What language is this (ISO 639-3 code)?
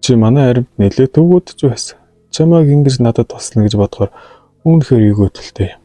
mon